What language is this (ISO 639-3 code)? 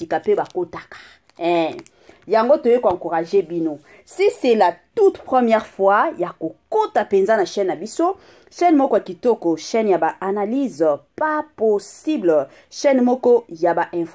lin